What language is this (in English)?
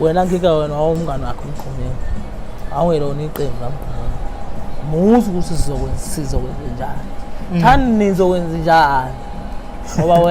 Zulu